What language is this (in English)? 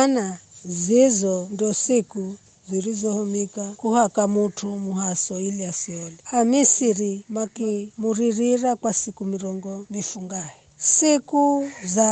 Giryama